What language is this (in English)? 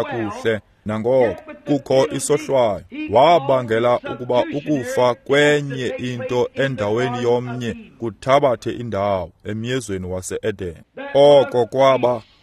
Xhosa